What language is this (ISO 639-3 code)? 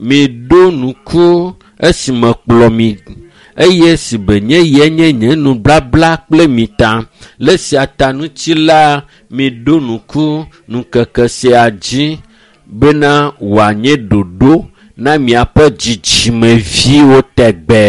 ewe